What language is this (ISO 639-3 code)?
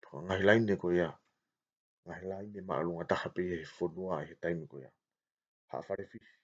ton